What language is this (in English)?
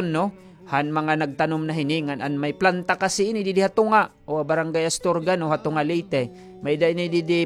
Waray